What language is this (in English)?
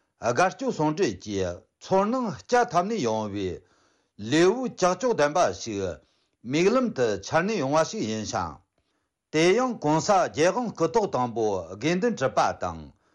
Tibetan